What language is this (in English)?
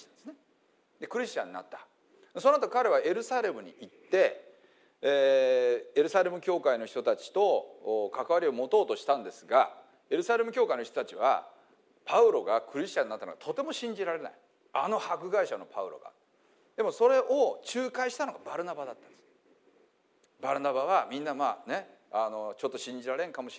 Japanese